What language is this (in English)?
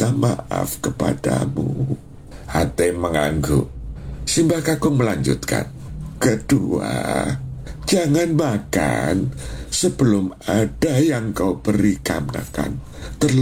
Indonesian